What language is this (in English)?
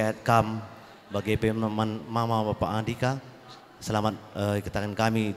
Batak Karo